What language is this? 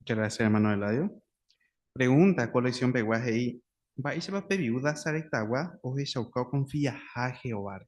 Guarani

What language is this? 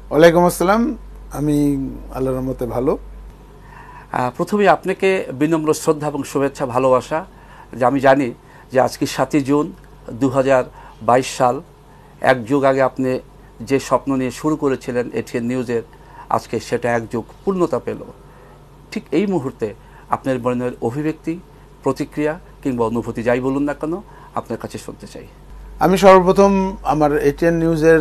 Bangla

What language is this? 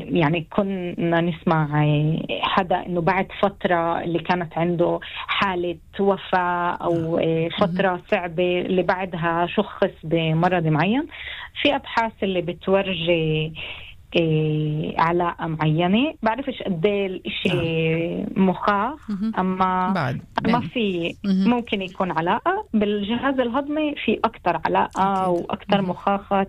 North Levantine Arabic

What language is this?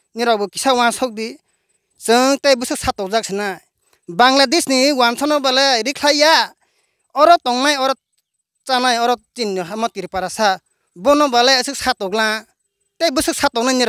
Riang (India)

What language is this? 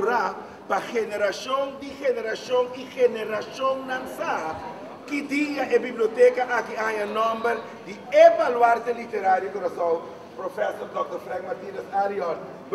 Papiamento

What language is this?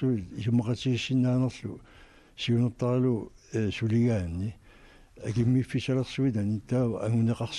Kalaallisut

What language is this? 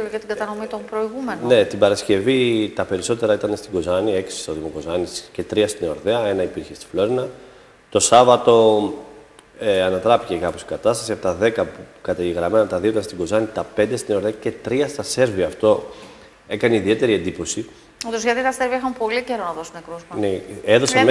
Greek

